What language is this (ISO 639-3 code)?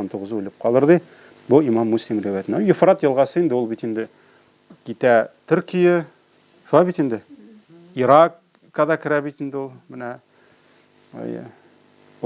tat